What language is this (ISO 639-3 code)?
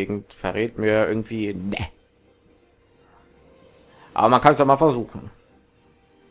deu